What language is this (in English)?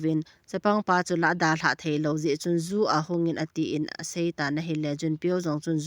Thado Chin